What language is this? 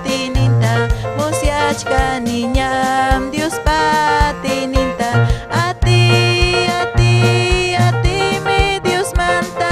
Ayacucho Quechua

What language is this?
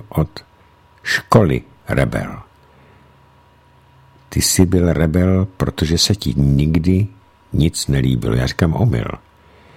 Czech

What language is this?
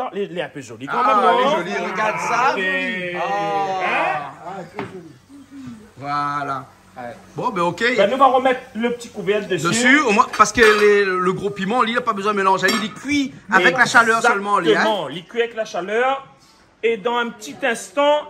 Réunion Creole French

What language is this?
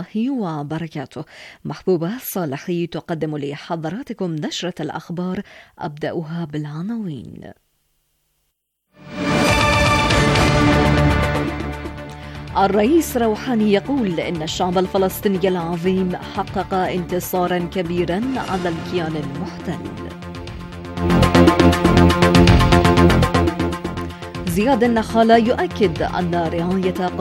Arabic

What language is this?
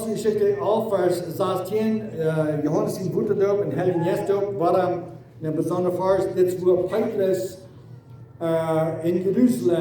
Plautdietsch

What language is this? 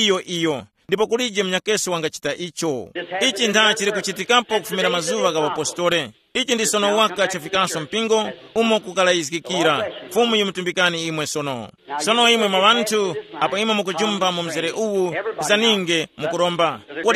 Tumbuka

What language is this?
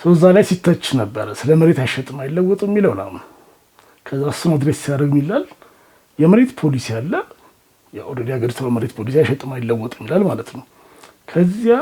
Amharic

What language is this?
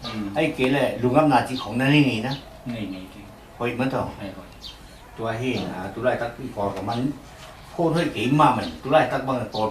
Tedim Chin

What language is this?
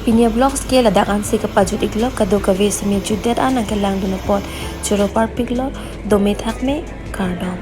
Karbi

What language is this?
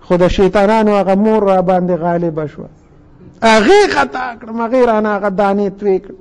Pashto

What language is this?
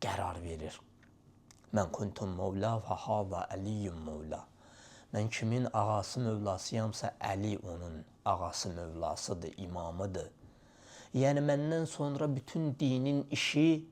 Azerbaijani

